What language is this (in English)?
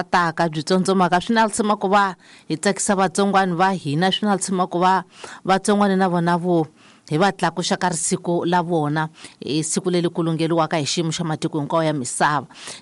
Tsonga